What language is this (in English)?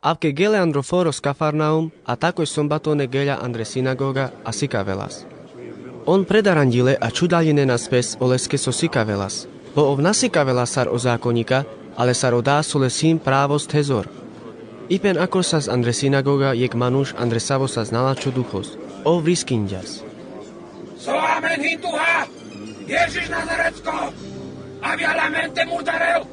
Carpathian Romani